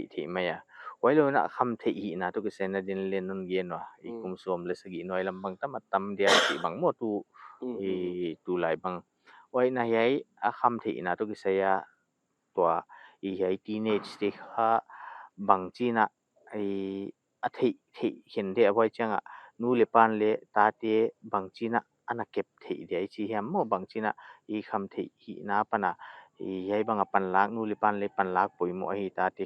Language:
Paite Chin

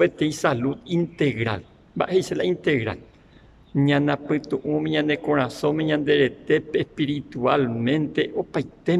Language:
Guarani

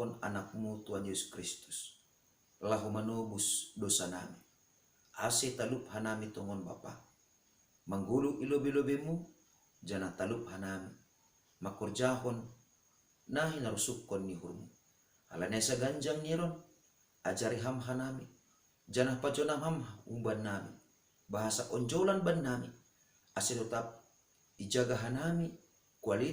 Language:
Batak Simalungun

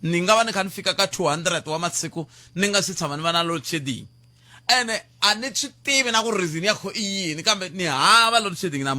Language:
Tsonga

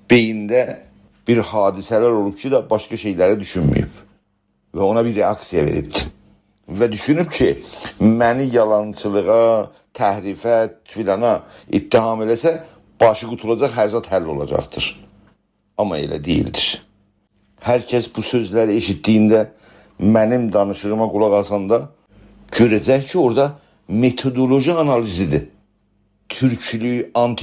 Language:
South Azerbaijani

